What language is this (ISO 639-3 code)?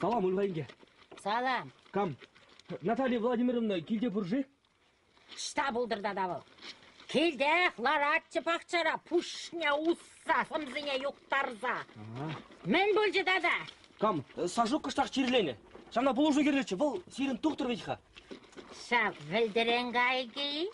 chv